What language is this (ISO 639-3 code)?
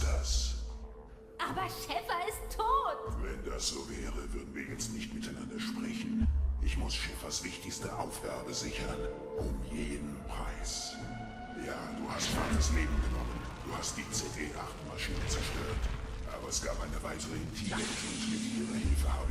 bar